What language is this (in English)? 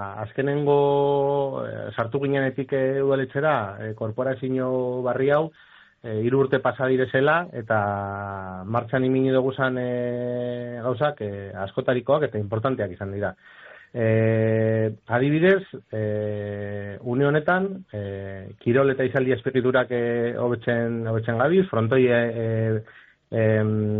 Basque